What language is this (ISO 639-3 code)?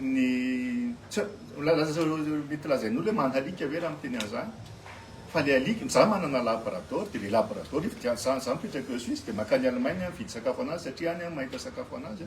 mlg